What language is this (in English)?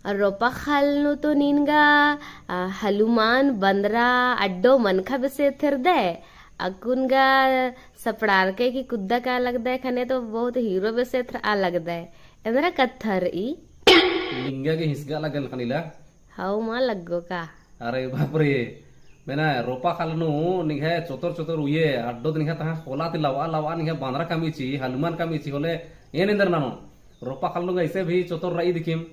Kurukh